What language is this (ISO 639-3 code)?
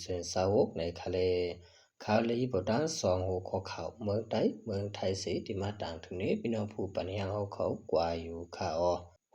shn